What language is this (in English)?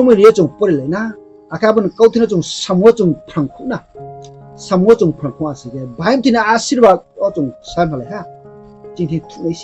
Riang (India)